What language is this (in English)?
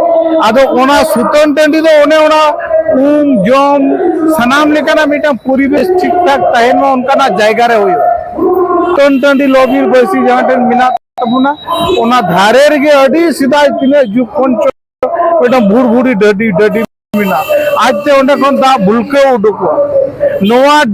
Santali